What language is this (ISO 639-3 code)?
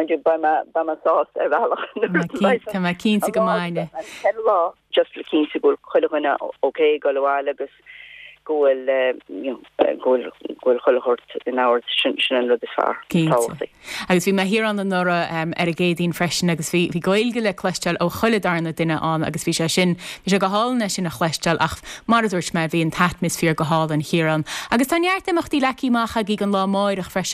gle